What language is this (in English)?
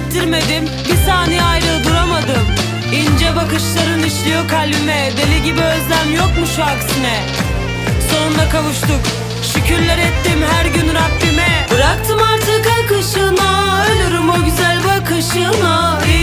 Turkish